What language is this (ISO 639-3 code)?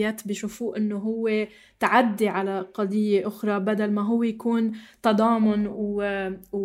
apc